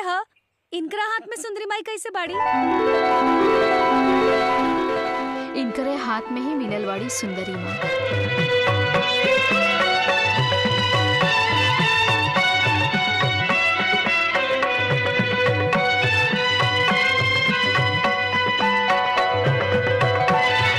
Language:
Bhojpuri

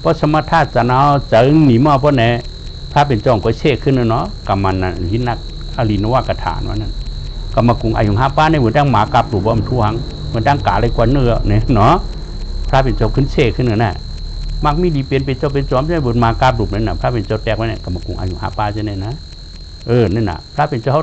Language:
Shan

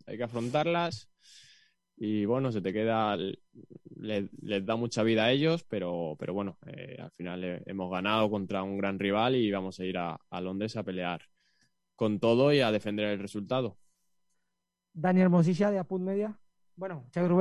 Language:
Spanish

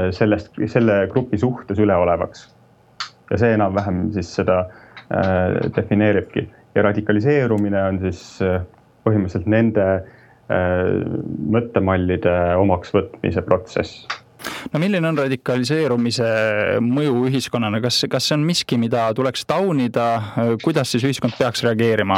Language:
Estonian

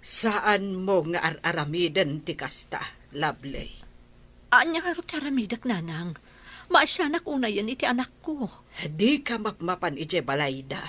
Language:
Iloko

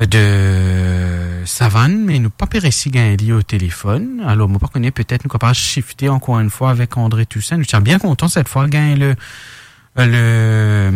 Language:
Morisyen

